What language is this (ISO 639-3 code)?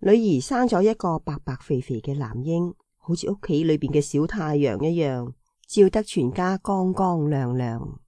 yue